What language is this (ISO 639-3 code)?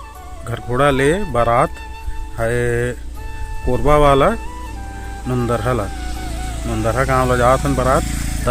hne